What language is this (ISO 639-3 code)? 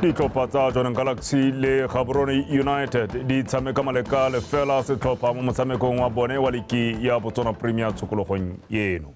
tsn